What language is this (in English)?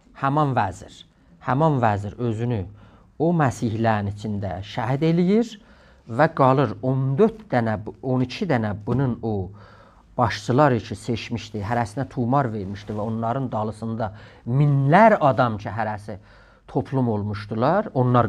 South Azerbaijani